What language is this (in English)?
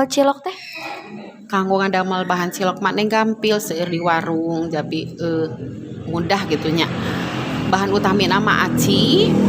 Sundanese